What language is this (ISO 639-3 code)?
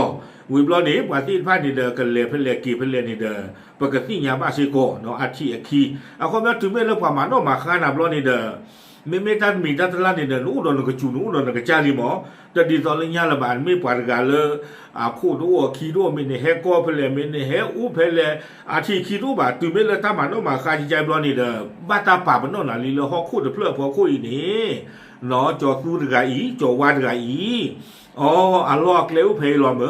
ksw